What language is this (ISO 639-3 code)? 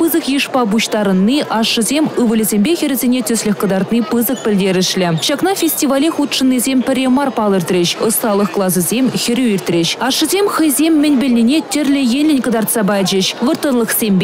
chv